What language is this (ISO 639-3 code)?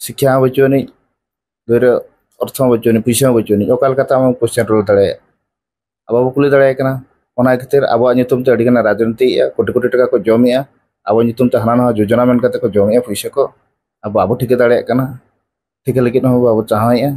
sat